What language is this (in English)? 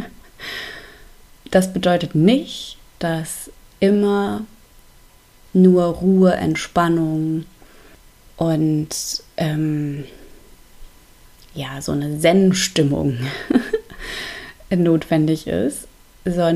German